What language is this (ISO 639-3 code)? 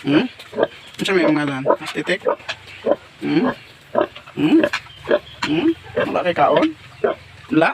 ceb